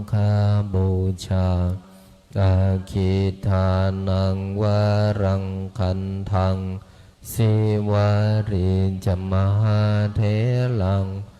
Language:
Pali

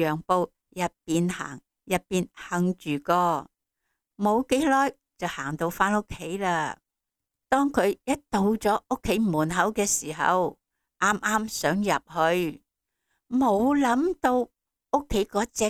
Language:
Cantonese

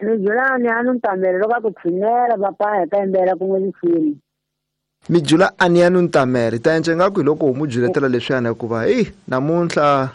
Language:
Tsonga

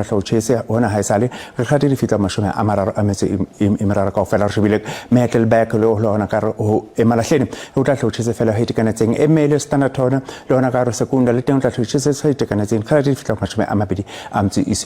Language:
Southern Sotho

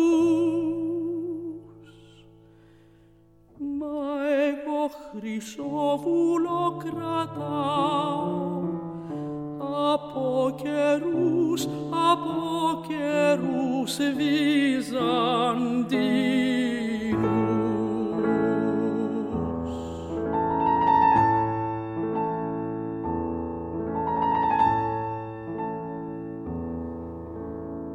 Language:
Greek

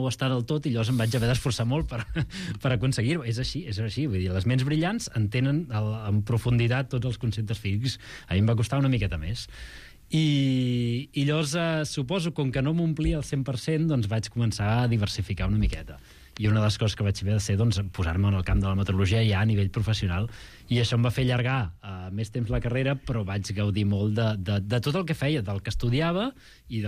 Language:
Catalan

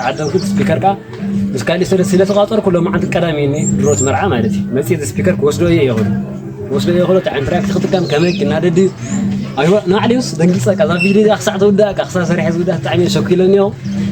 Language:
Tigrinya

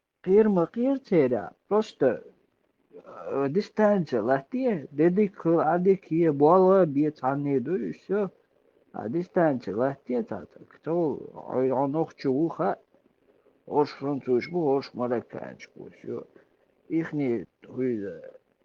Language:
Chechen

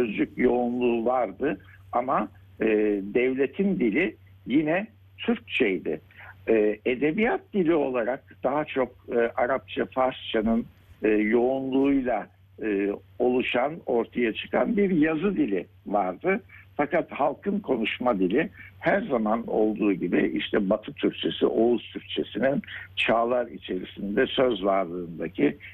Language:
Turkish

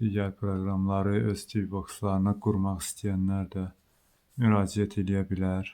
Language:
Azerbaijani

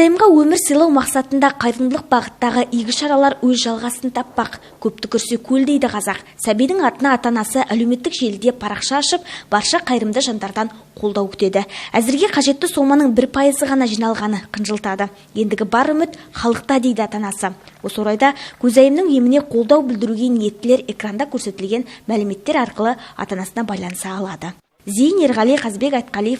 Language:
Kazakh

